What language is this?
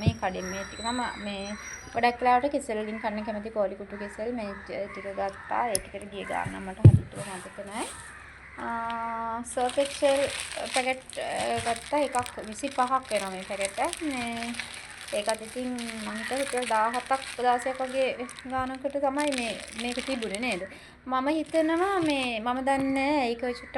Sinhala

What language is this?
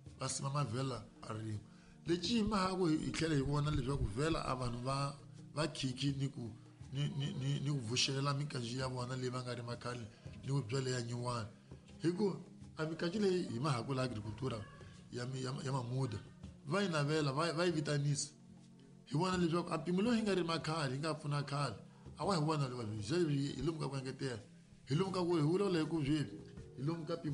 Tsonga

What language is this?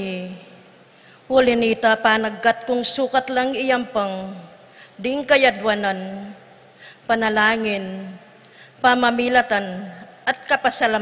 Pampanga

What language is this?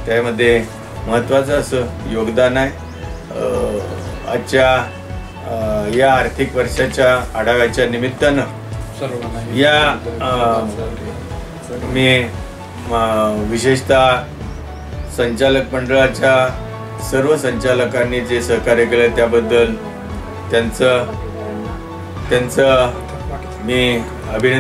Marathi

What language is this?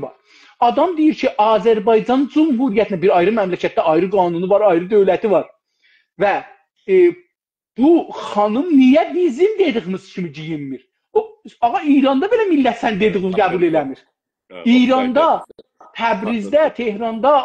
South Azerbaijani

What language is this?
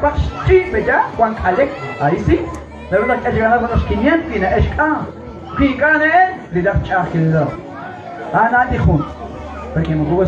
Kekchí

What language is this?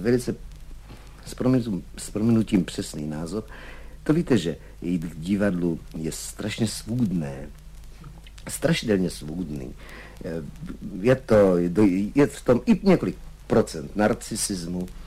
Czech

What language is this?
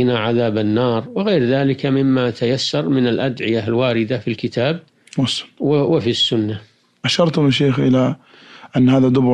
Arabic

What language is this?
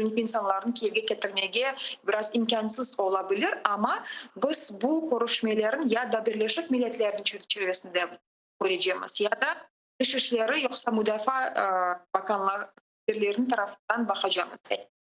Crimean Tatar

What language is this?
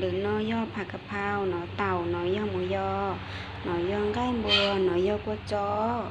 Hmong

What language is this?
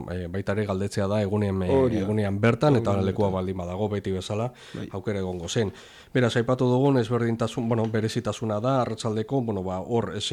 Basque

